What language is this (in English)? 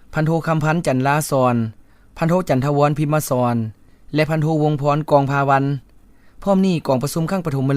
Lao